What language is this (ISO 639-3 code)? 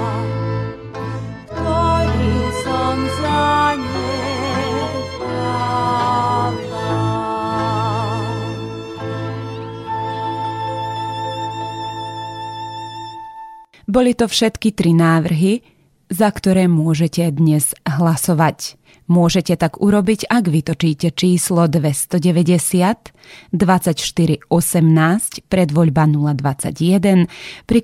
slk